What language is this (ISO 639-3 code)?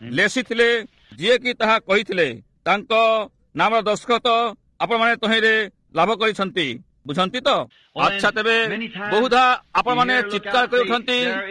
ori